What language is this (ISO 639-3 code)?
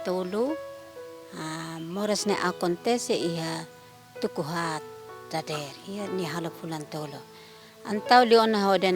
tet